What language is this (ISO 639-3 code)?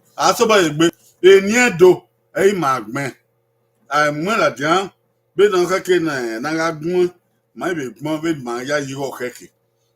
bin